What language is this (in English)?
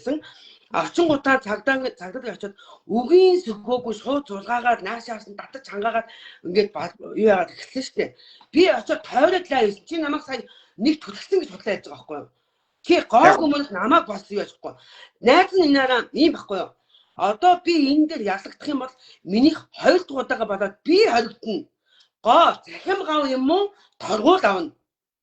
Mongolian